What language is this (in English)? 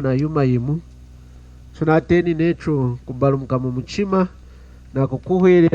Lunda